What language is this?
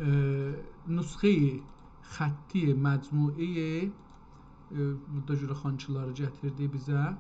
South Azerbaijani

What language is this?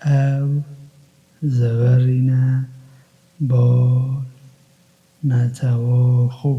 Kurdish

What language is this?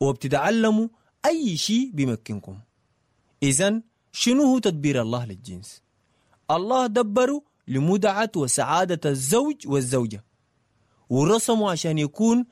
Sudanese Arabic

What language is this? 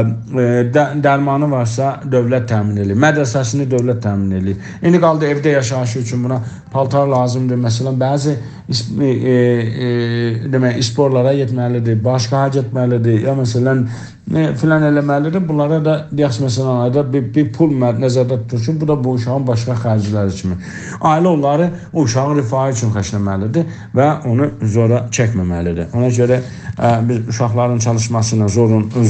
South Azerbaijani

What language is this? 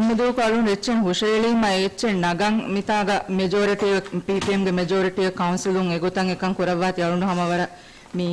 Divehi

